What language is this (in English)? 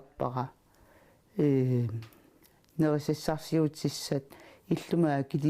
Kalaallisut